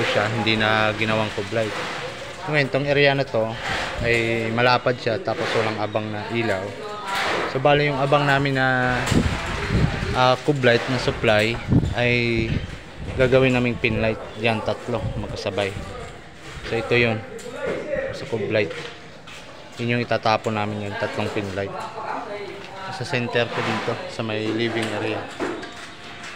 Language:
Filipino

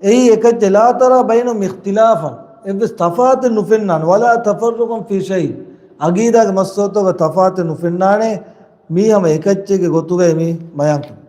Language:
Divehi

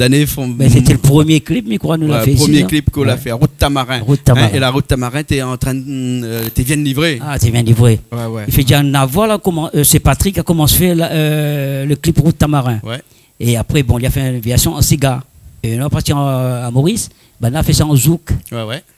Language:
Réunion Creole French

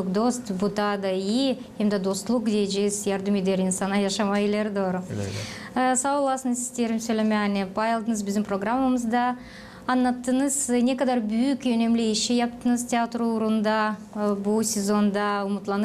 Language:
Gagauz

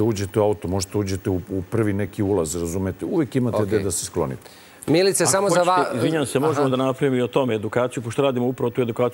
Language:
Serbian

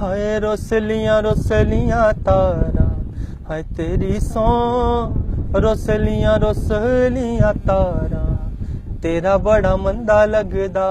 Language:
Dogri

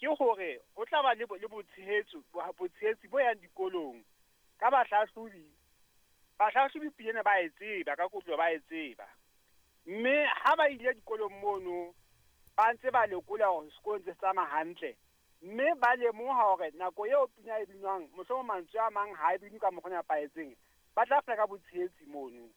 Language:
Southern Sotho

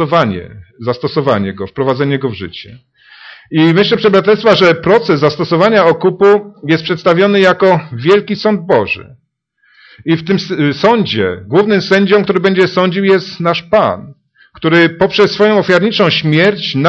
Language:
Polish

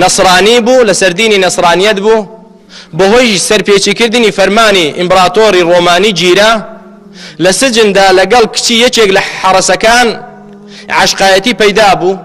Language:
Central Kurdish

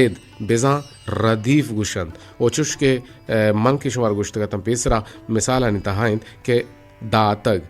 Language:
Eastern Balochi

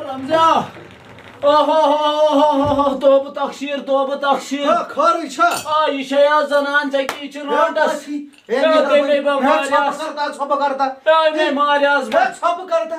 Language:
Kashmiri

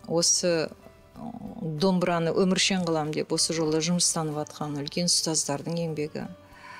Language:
Kazakh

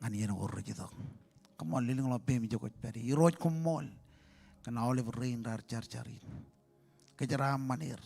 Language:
Marshallese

